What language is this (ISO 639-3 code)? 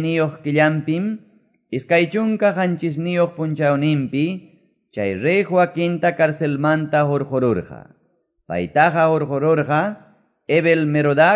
que